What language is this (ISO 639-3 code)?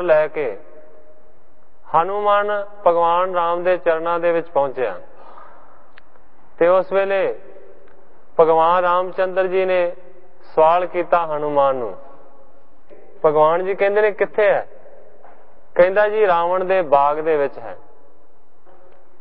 pan